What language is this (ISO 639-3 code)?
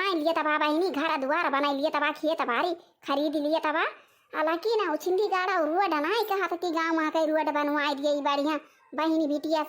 awa